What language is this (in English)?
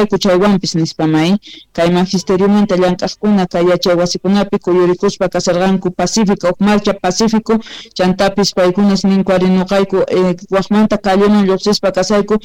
Quechua